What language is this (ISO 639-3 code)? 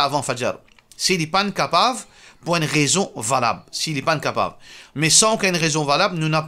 mfe